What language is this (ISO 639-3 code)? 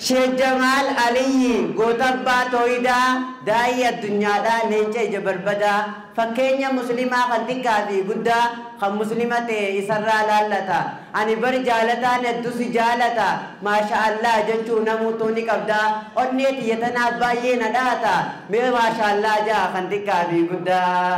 orm